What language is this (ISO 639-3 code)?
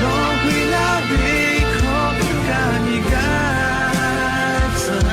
lhu